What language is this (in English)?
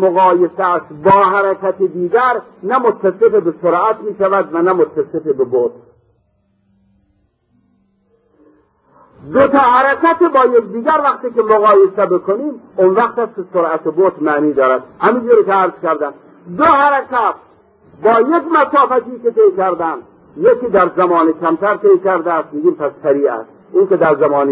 Persian